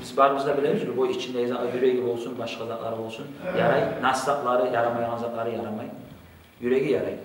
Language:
Kumyk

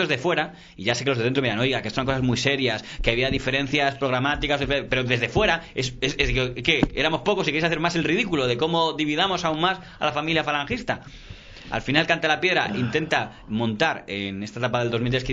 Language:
Spanish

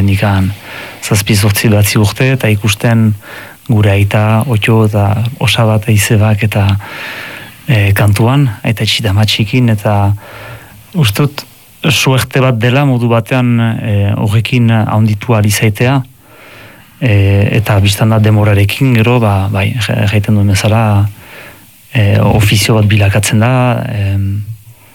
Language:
Basque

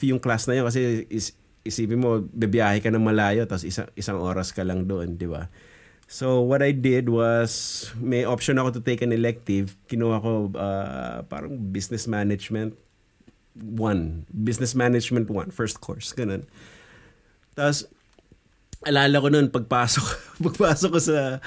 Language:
Filipino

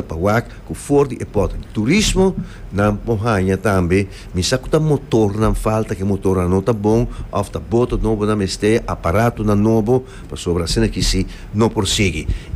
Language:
Papiamento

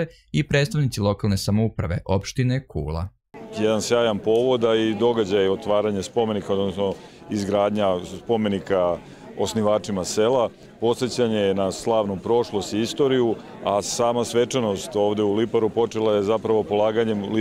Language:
Serbian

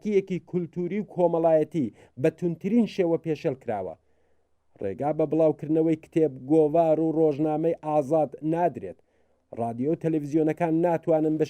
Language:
Central Kurdish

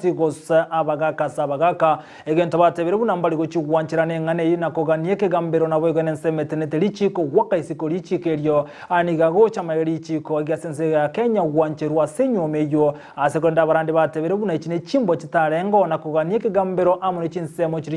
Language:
Gusii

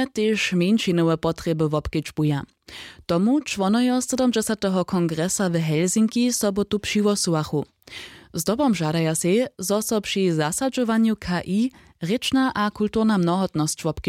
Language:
Upper Sorbian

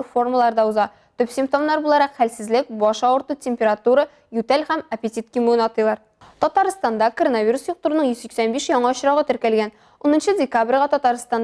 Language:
Tatar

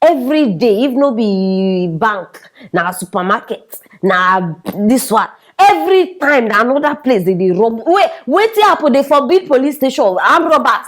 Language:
Nigerian Pidgin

